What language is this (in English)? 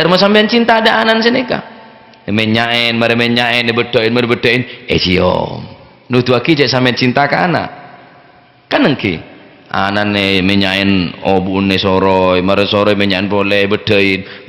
Madurese